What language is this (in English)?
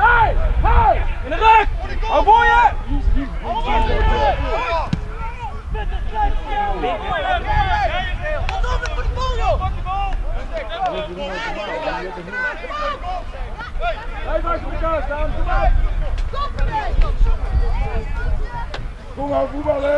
Dutch